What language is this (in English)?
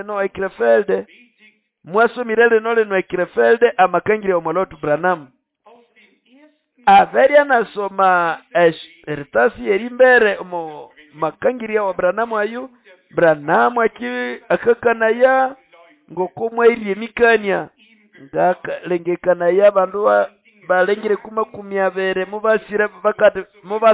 Nande